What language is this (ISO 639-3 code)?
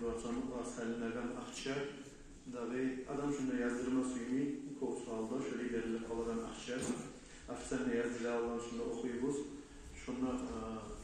kum